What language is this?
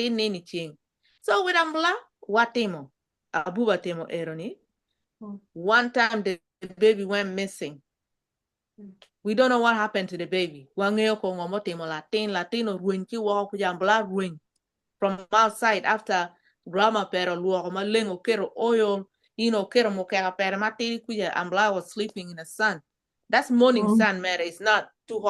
Acoli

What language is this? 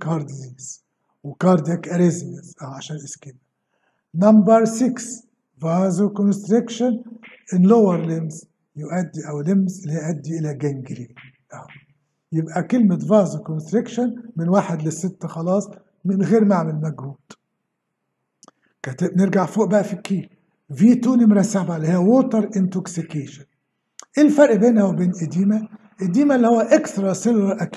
Egyptian Arabic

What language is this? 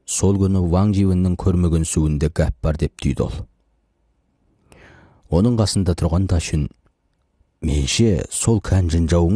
Kazakh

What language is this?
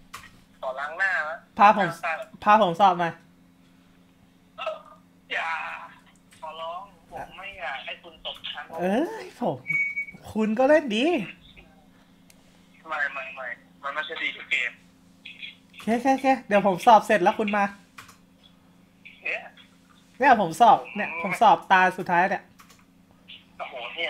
Thai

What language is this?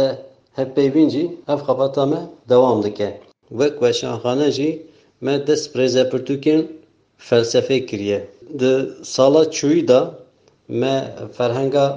Kurdish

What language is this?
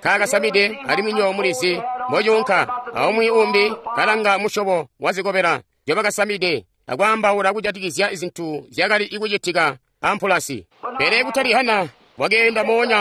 Tonga (Zambia)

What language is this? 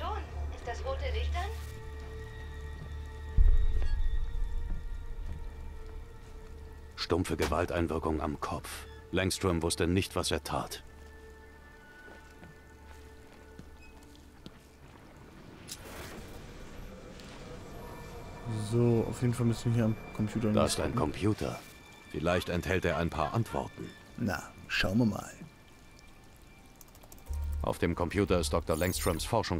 German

